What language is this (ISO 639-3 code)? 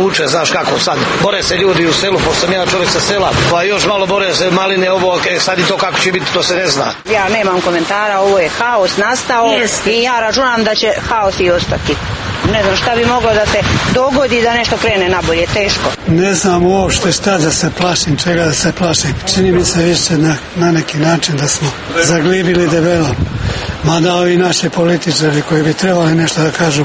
srp